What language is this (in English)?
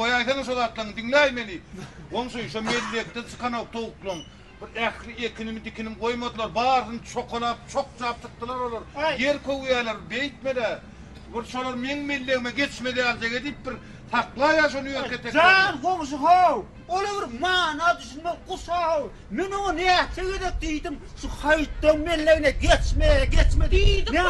Turkmen